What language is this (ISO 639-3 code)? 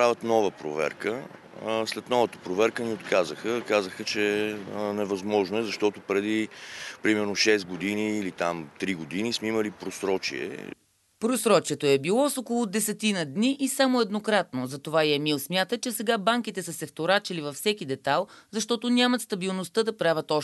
bul